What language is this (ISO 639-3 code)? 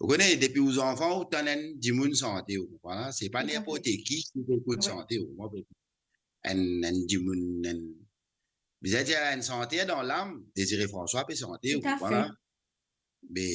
mfe